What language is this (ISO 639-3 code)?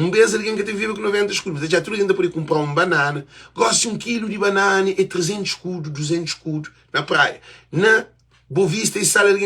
kea